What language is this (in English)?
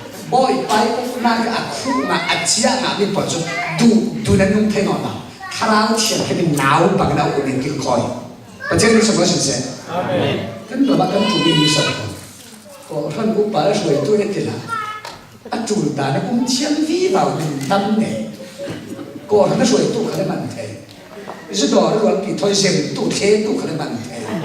Falam Chin